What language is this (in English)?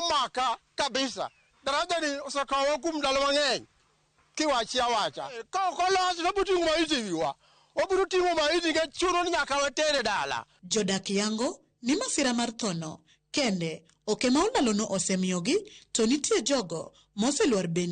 Luo (Kenya and Tanzania)